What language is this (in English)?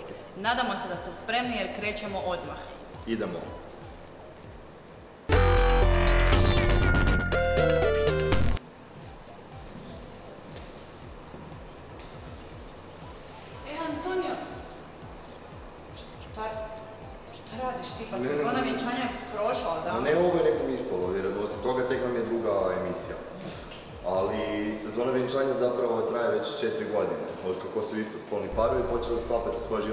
Croatian